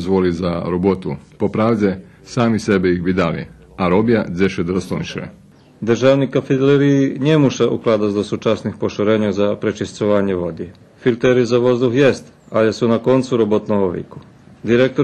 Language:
Rusyn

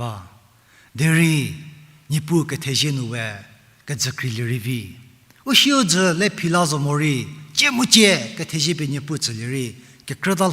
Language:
Angami Naga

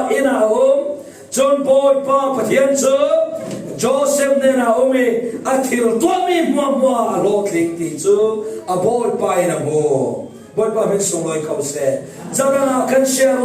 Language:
Falam Chin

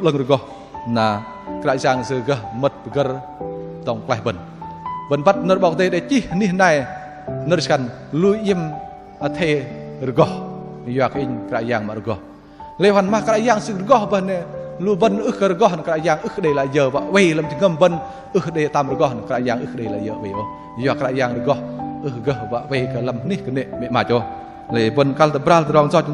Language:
Bahnar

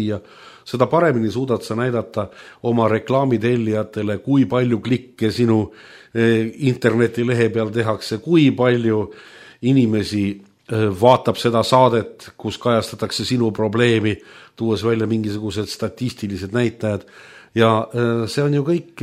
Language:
Estonian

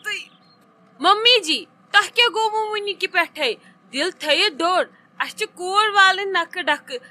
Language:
Kashmiri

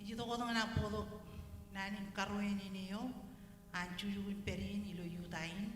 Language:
Marshallese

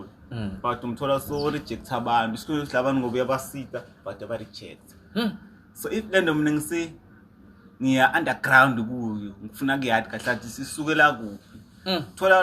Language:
Zulu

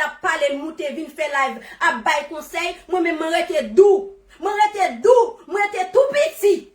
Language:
Haitian Creole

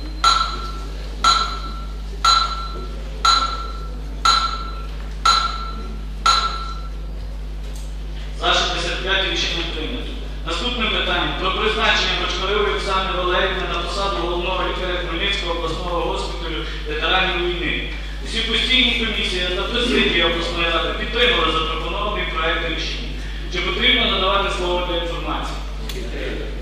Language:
Ukrainian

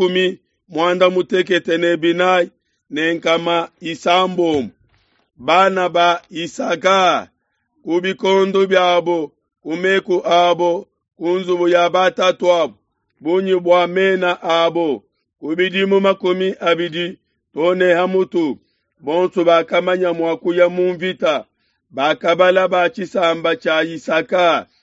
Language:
Luba-Lulua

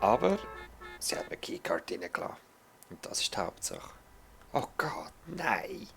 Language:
Swiss German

